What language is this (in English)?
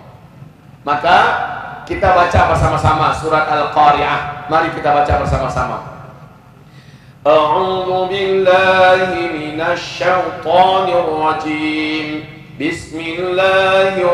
Indonesian